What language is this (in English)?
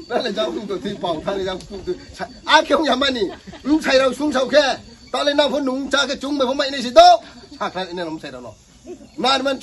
Riang (India)